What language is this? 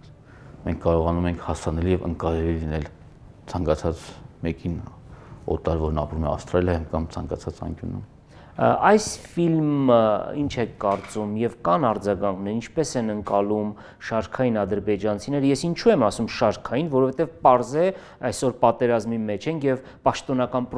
Armenian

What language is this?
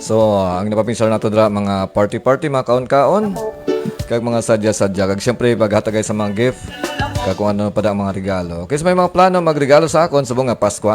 Hiligaynon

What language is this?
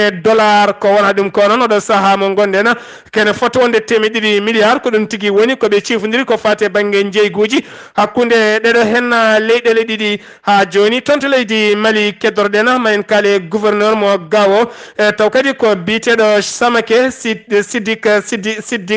Fula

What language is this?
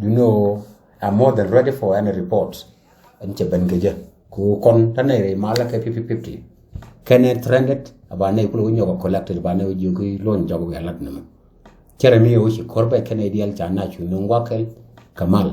Nuer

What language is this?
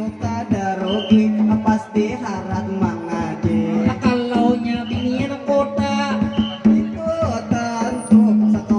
Banjar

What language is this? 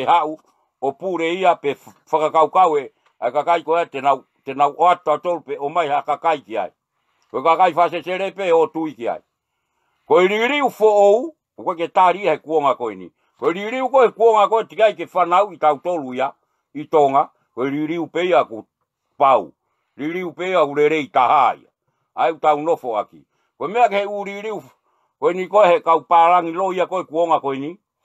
Tongan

